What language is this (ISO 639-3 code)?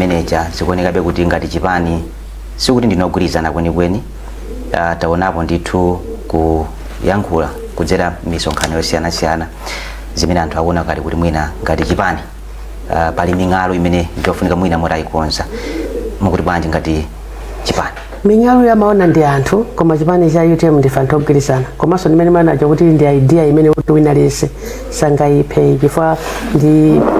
nya